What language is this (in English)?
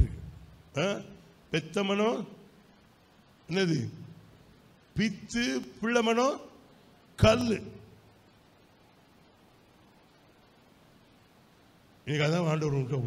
Tamil